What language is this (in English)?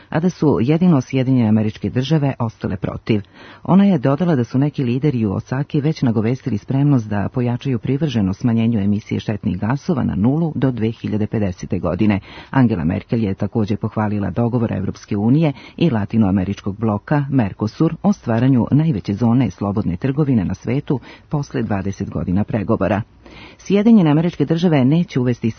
Serbian